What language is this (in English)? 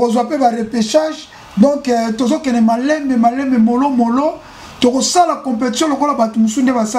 Lingala